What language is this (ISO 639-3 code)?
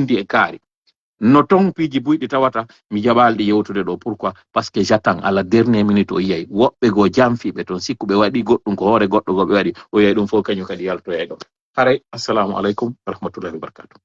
ful